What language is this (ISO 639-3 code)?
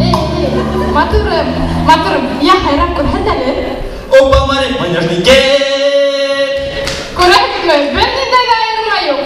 bak